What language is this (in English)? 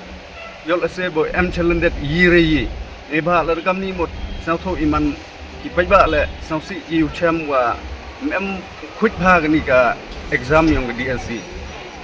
Pnar